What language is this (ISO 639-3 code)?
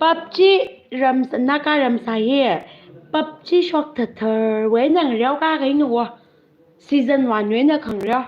nmf